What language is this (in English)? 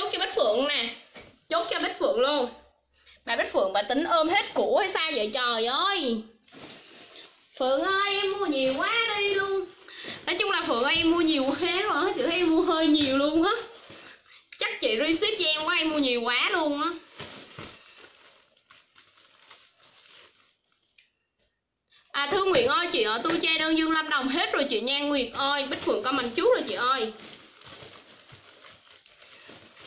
Vietnamese